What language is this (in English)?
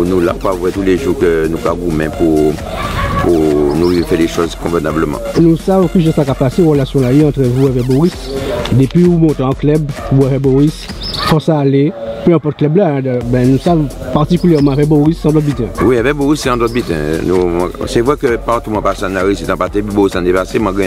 Guadeloupean Creole French